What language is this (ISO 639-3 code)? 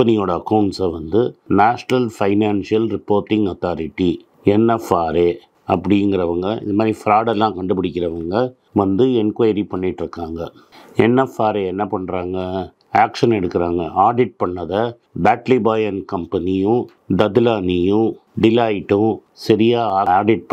tam